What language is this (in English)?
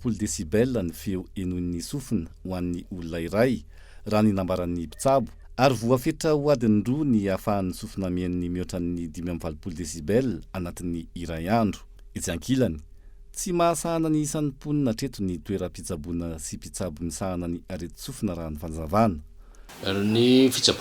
Malagasy